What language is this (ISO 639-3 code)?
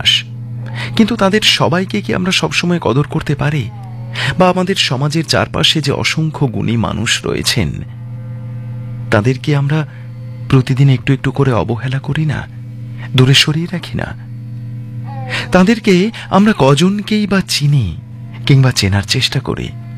ben